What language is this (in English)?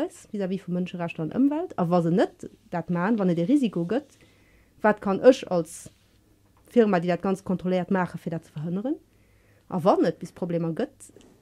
Luxembourgish